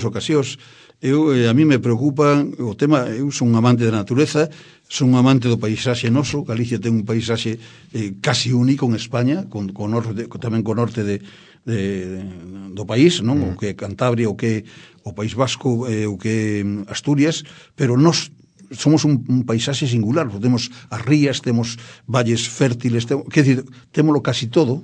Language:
Galician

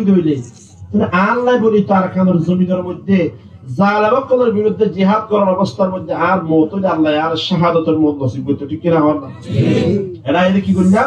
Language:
Rohingya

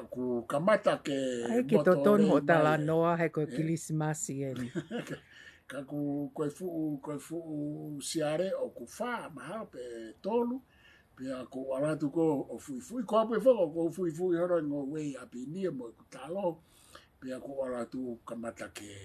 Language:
Tongan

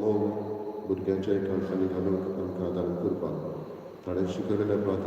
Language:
Konkani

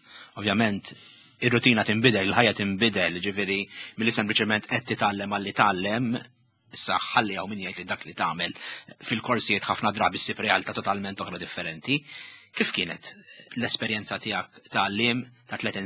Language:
Maltese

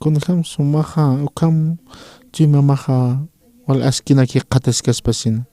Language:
Aymara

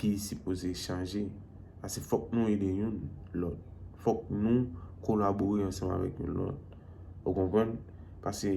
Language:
Haitian Creole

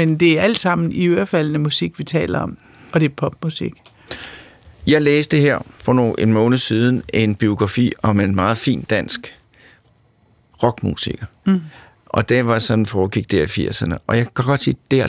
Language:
Danish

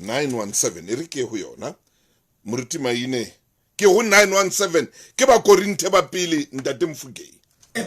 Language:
Southern Sotho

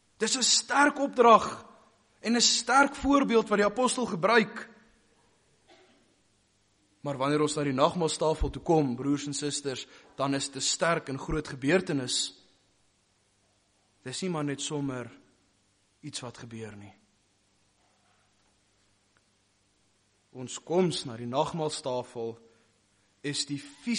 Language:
Afrikaans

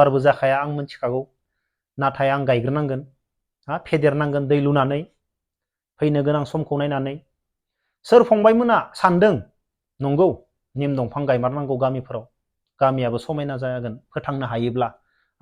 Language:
Bodo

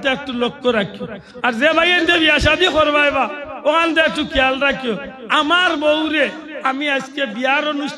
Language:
Sylheti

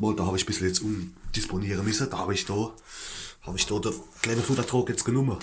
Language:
Palatine German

